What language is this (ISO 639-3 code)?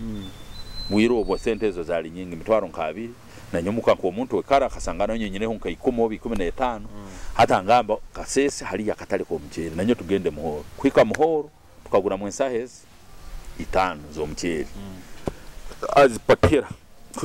nyo